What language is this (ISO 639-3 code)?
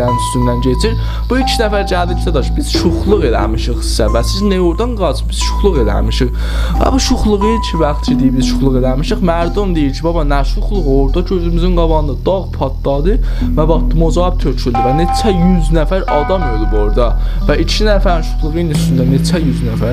azb